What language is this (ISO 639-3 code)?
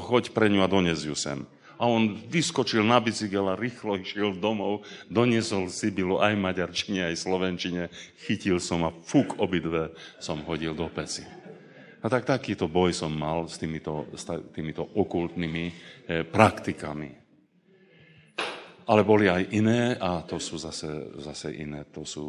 slk